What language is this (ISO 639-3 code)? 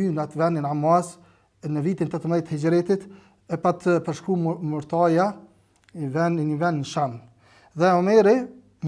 sqi